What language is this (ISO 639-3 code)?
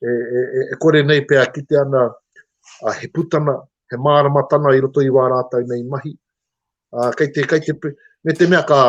mri